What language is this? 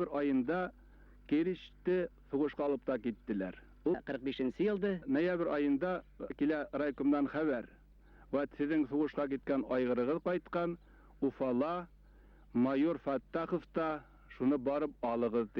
Bashkir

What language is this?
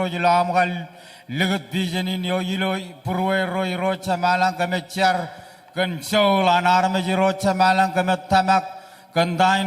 Marshallese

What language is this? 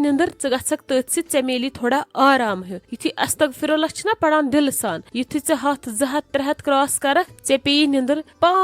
Kashmiri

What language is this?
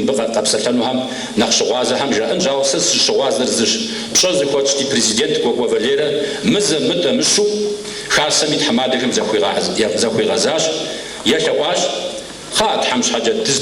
Kabardian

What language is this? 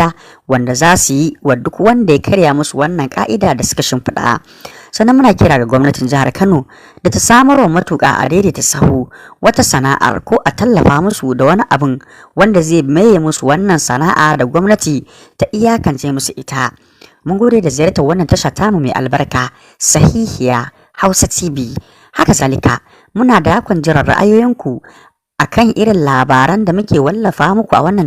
Hausa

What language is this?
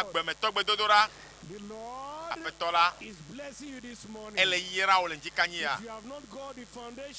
Ewe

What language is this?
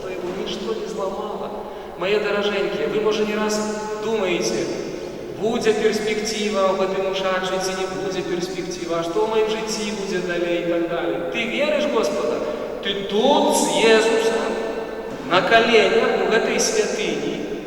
Belarusian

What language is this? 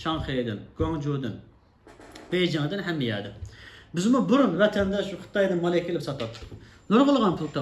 Uyghur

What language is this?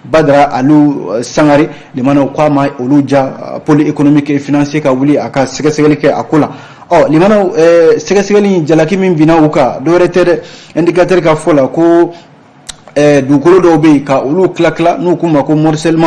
Bambara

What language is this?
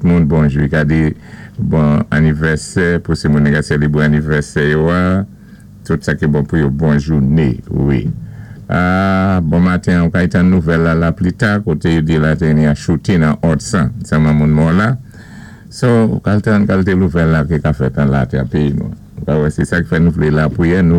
Saint Lucian Creole French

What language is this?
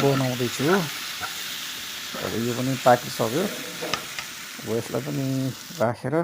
Nepali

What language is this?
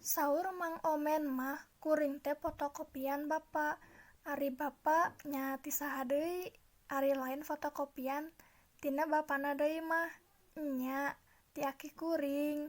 Sundanese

